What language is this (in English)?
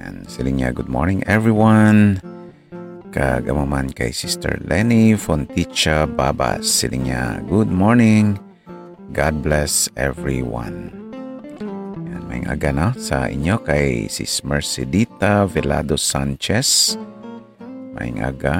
Hiligaynon